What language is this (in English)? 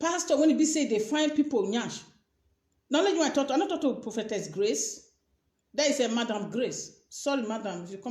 Nigerian Pidgin